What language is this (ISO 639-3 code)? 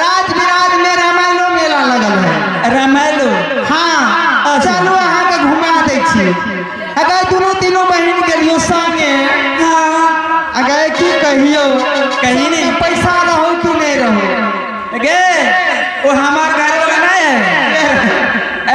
mai